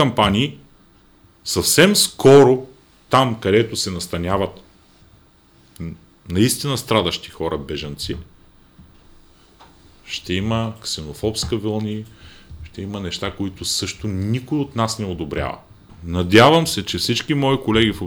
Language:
Bulgarian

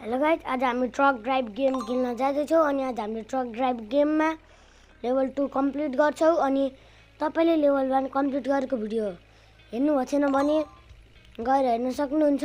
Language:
Nepali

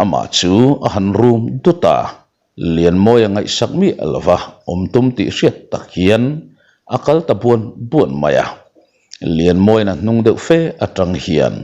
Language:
Mizo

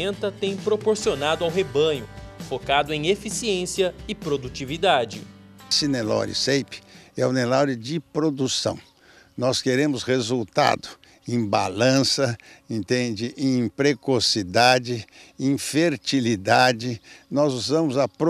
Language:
Portuguese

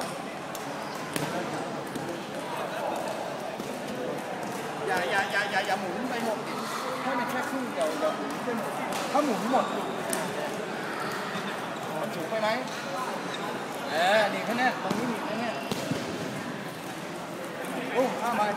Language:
Thai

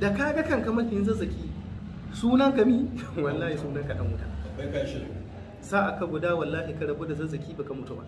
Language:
Hausa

